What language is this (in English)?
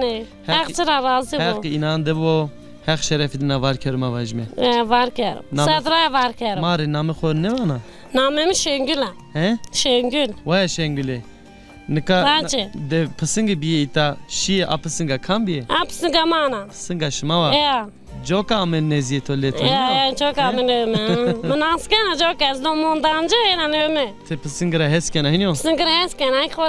Zaza